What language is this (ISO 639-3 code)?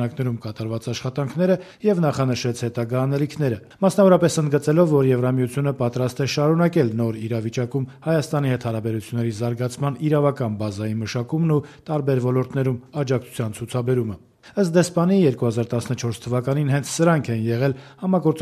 hye